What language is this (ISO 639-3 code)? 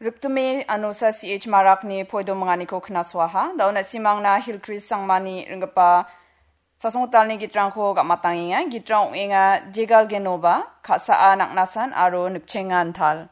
grt